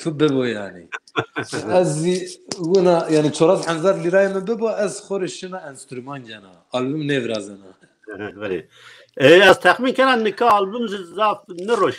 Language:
Zaza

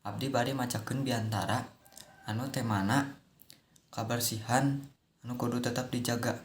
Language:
Sundanese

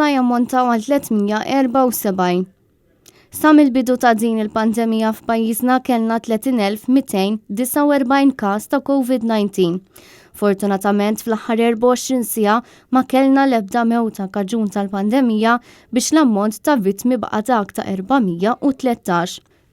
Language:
Maltese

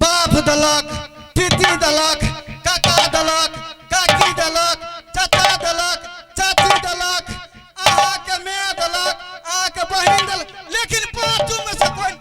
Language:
Maithili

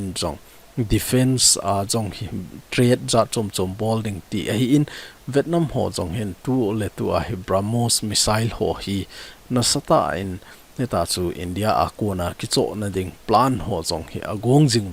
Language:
Thado Chin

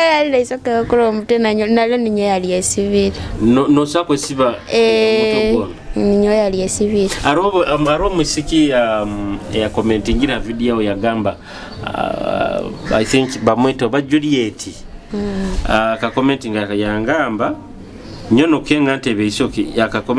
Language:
Nyoro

